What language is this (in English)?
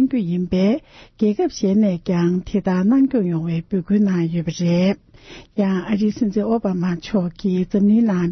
Tibetan